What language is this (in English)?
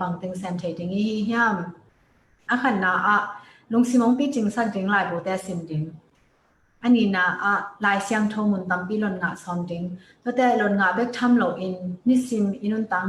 Tedim Chin